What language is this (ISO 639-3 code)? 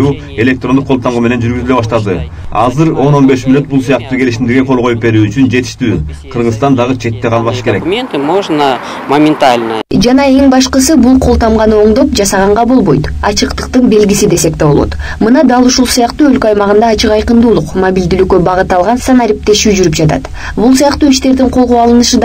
kir